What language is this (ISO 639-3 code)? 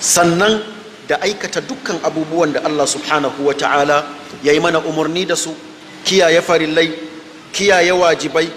hau